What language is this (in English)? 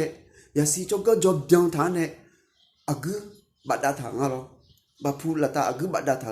Akha